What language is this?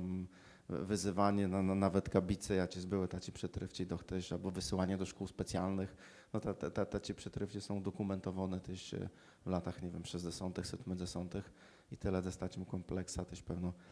Kashubian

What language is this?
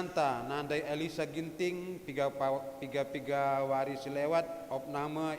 Batak Karo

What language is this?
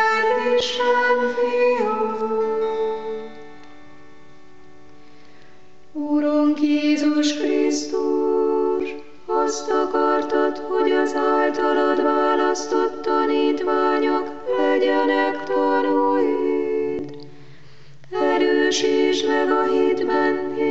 Hungarian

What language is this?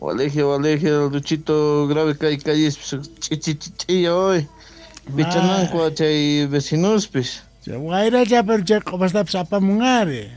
South Bolivian Quechua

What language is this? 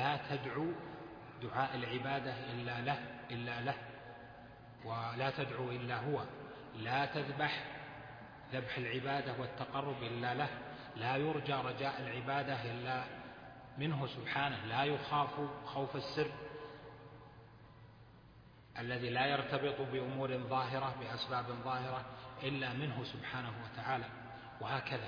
Arabic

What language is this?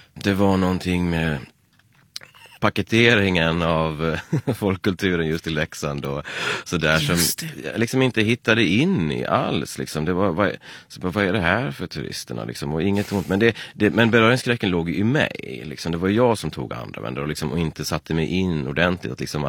Swedish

